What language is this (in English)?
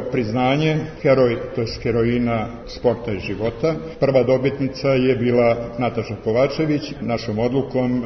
Serbian